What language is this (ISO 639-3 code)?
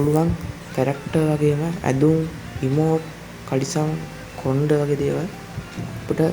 sin